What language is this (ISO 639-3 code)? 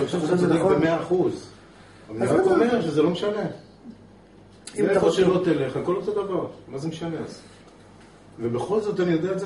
heb